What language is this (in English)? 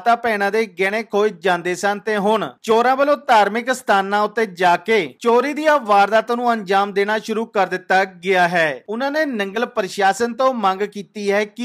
Punjabi